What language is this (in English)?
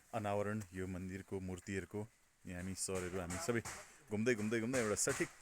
Nepali